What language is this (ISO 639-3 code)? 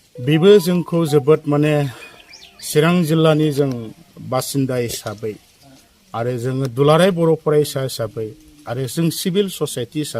brx